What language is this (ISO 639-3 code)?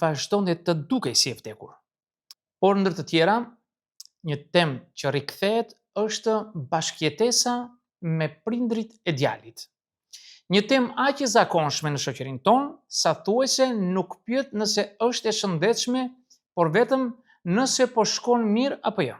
sqi